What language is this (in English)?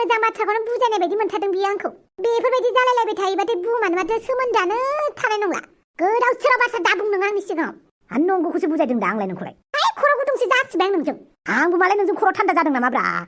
Bodo